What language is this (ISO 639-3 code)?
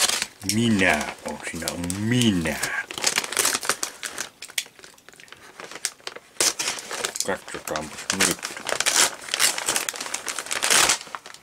fin